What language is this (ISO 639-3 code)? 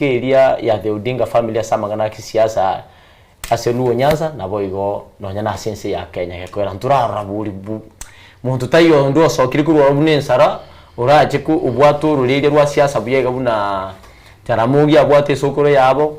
guz